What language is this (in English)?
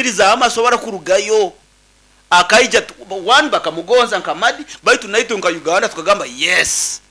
Nyoro